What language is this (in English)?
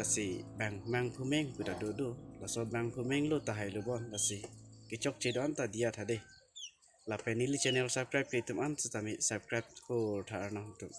Karbi